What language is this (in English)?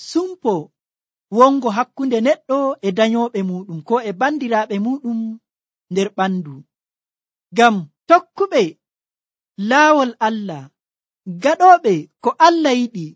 Nigerian Fulfulde